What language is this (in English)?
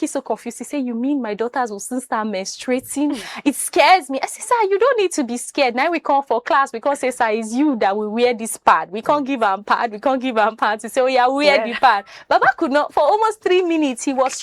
Nigerian Pidgin